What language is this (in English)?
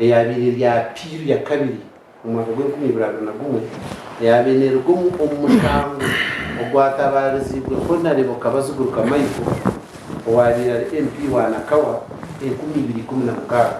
Nyankole